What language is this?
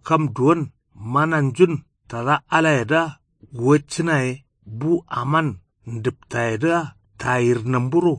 Kanuri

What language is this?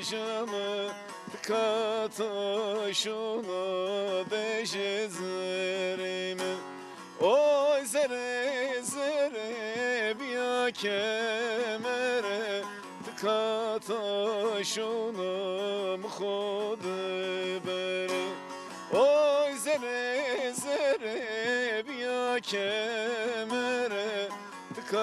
Zaza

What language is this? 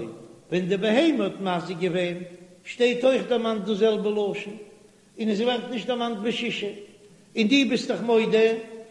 Yiddish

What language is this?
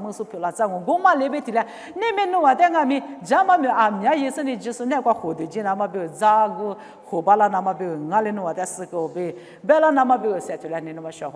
Lisu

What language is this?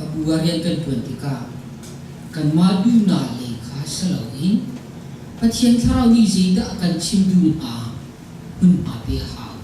Hakha Chin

